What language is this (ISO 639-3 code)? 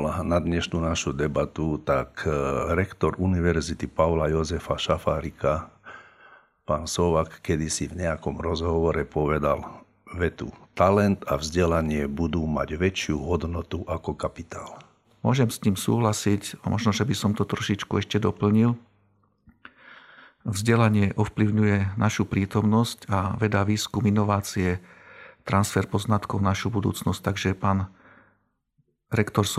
slk